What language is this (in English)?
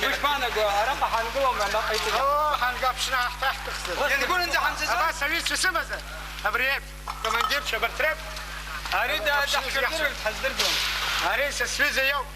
Abkhazian